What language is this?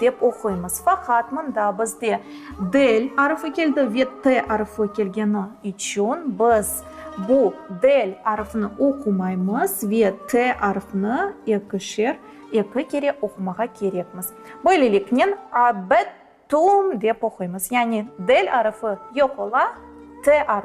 Crimean Tatar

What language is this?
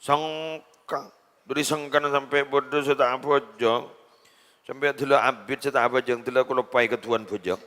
Madurese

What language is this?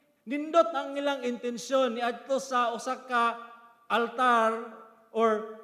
Cebuano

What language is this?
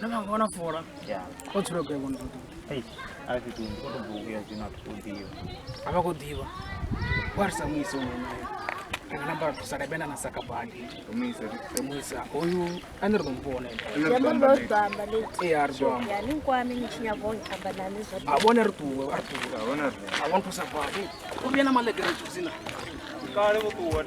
Venda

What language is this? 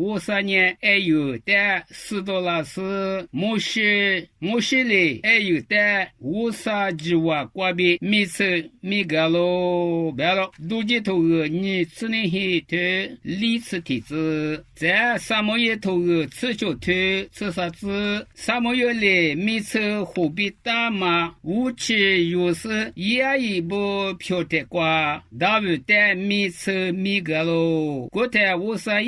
Lisu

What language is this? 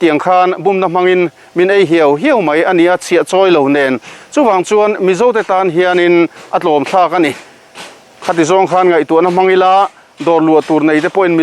Mizo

